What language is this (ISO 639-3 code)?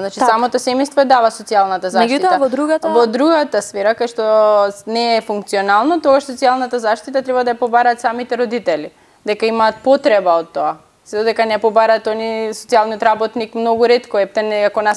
mkd